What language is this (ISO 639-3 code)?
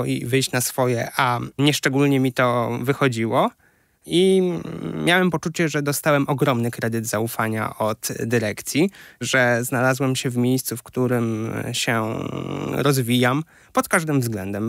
pol